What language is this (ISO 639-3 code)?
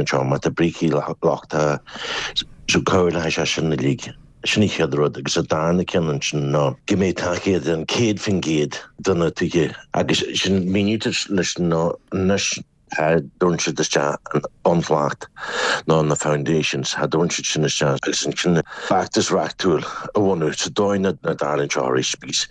gle